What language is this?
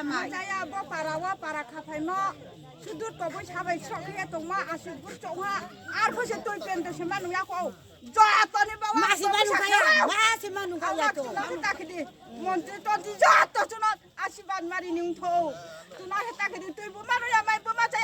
Riang (India)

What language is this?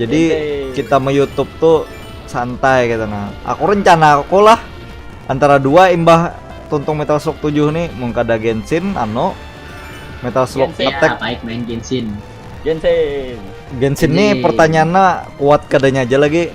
Banjar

